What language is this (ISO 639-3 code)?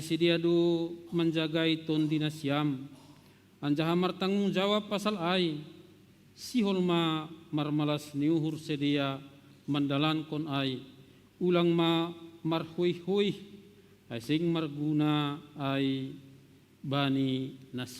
bts